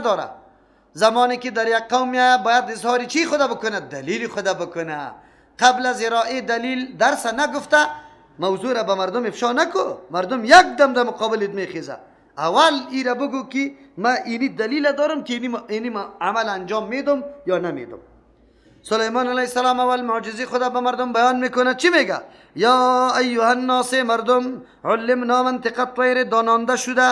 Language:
Persian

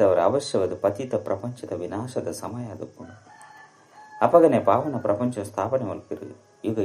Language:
Tulu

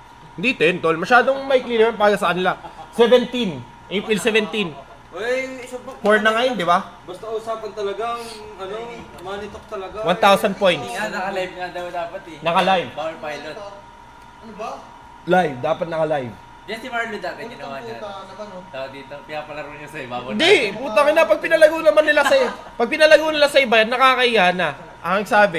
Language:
Filipino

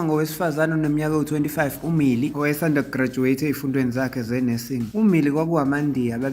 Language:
Zulu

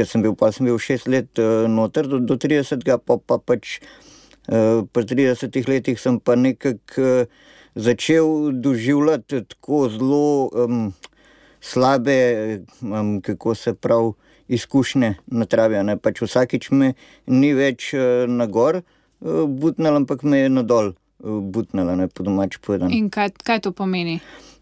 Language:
Slovenian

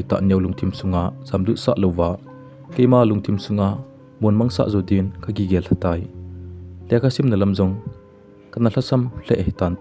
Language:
Thado Chin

